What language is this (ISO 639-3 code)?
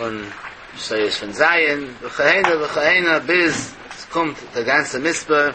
yid